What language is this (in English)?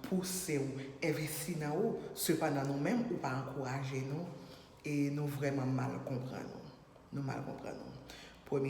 Haitian Creole